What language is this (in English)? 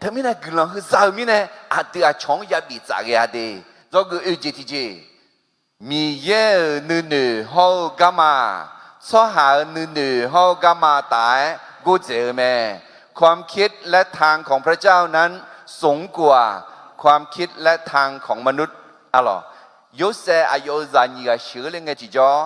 Akha